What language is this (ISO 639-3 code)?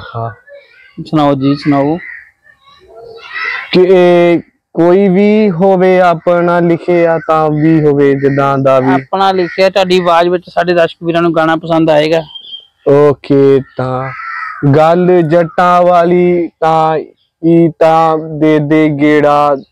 pan